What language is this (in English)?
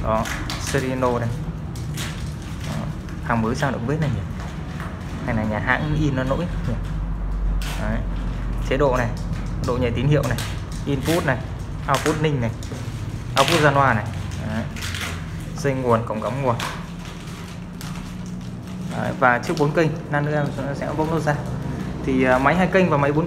Vietnamese